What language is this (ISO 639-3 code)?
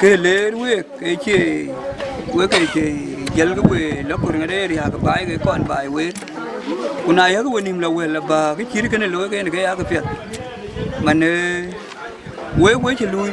din